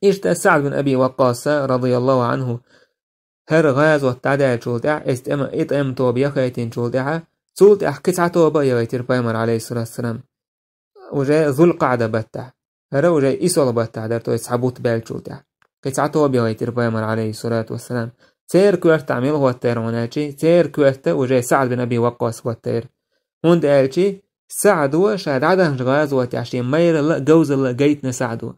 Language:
Chechen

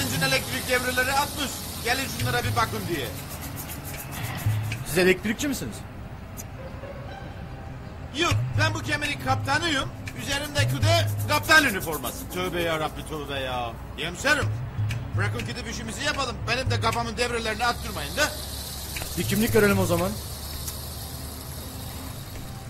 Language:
Turkish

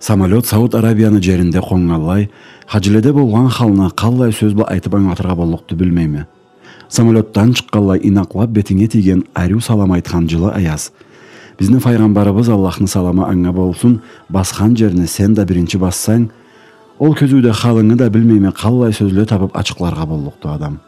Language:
Karachay-Balkar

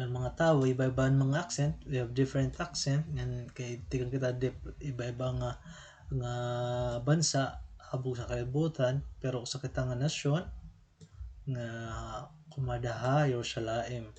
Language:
Waray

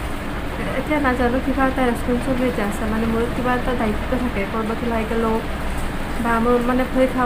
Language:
Assamese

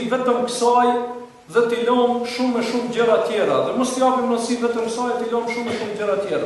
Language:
Albanian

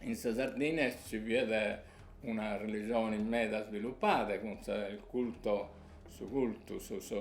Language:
Sardinian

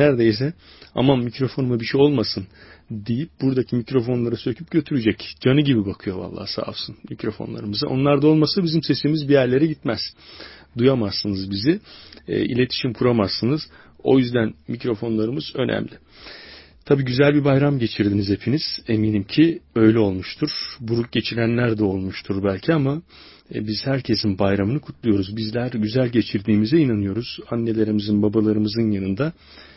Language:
Turkish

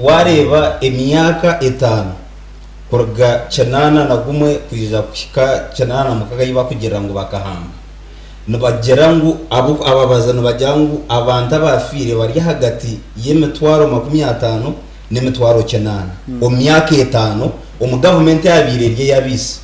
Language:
Nyankole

